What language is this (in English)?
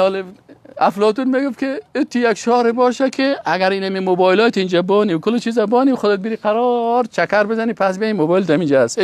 Persian